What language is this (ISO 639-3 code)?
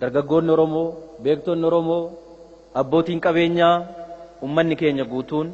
orm